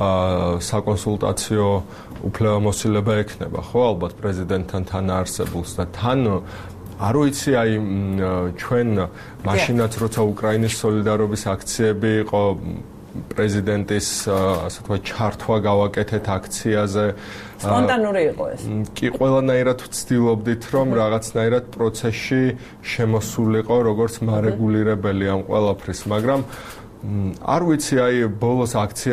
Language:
Georgian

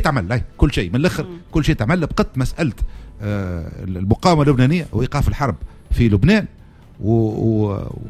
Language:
Tunisian Arabic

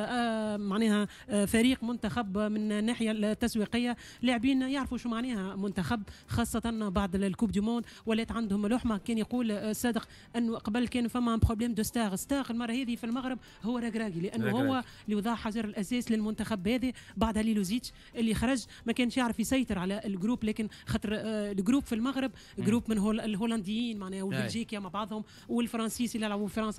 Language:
Tunisian Arabic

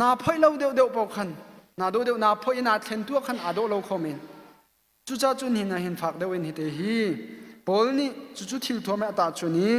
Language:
Hakha Chin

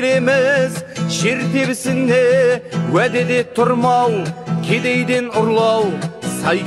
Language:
Kazakh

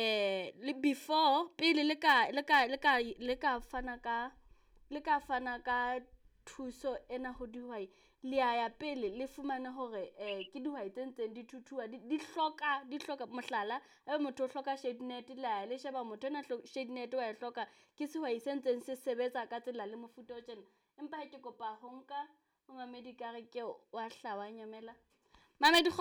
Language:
Southern Sotho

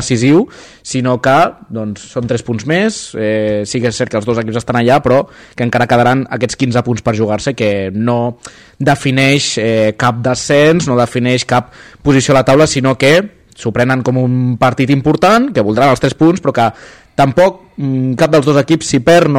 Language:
Catalan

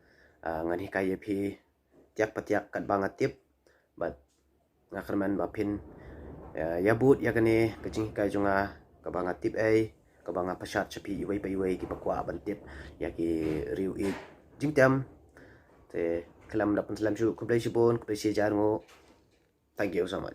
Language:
Khasi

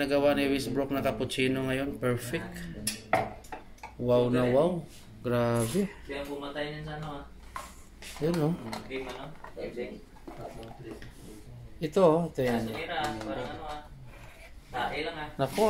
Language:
Filipino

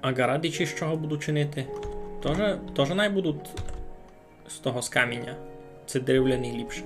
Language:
Rusyn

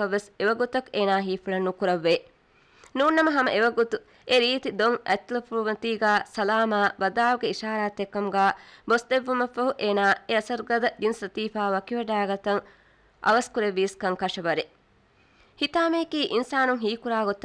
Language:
Divehi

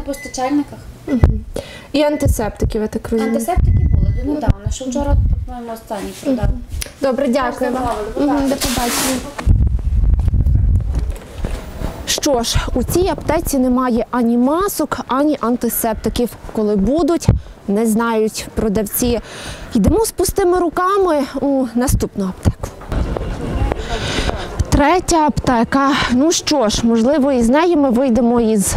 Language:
Ukrainian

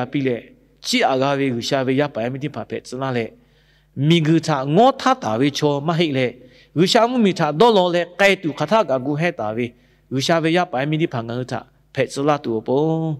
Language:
Lahu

